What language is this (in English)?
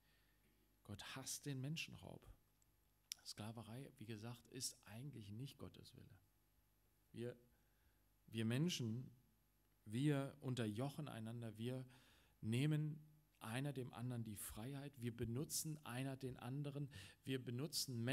German